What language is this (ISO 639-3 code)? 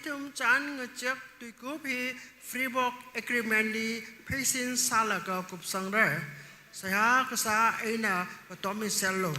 nmf